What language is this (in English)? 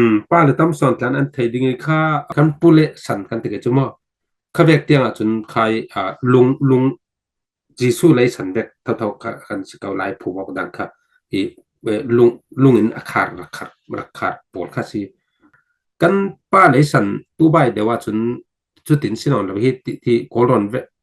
Falam Chin